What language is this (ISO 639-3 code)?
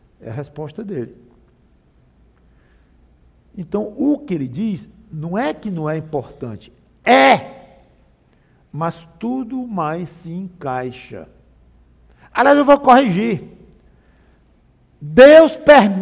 por